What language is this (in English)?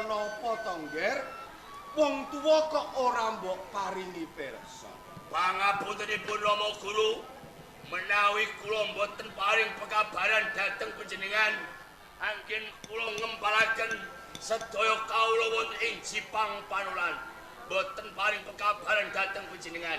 Javanese